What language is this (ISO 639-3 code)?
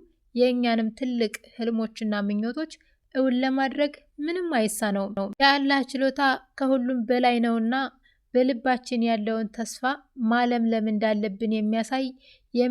amh